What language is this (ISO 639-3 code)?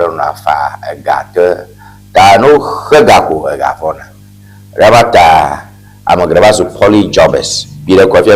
ewe